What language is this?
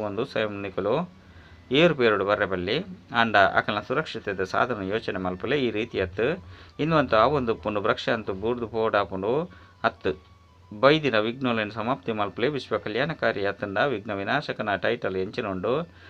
Tulu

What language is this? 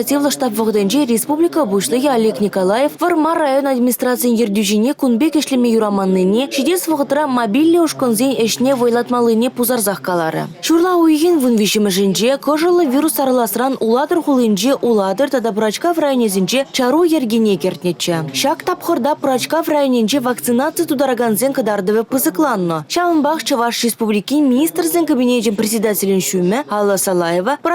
Chuvash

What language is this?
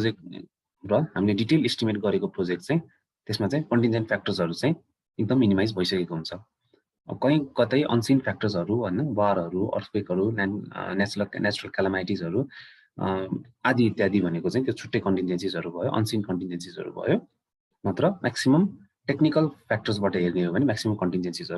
Nepali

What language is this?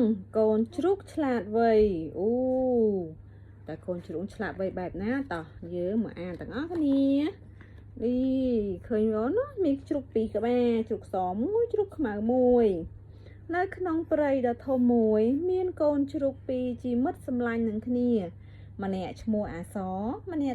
Khmer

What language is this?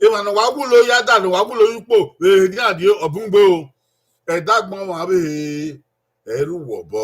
Bini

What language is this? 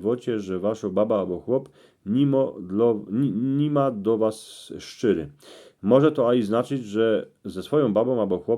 Silesian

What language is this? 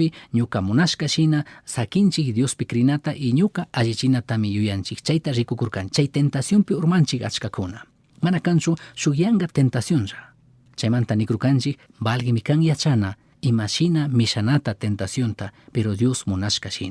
Chimborazo Highland Quichua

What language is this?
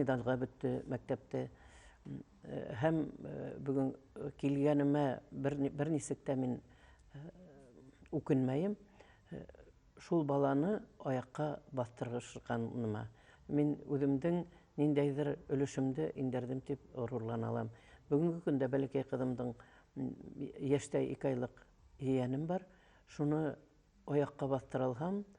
Bashkir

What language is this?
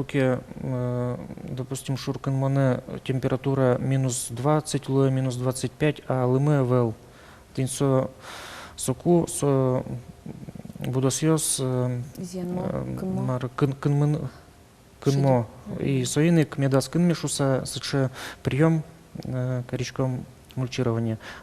Udmurt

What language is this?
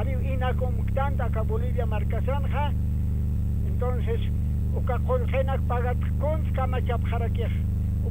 Aymara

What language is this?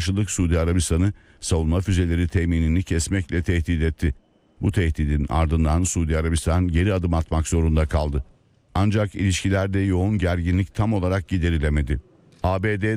Turkish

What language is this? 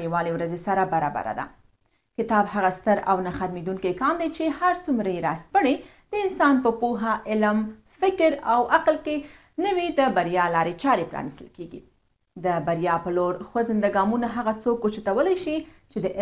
Pashto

